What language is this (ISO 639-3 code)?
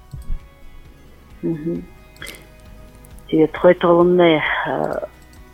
bua